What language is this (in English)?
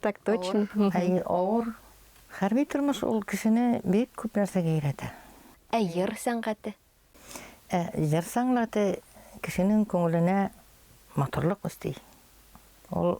Bashkir